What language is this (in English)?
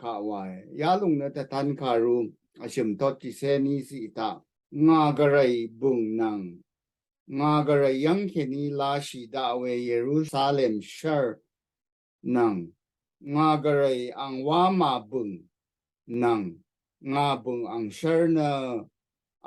Rawang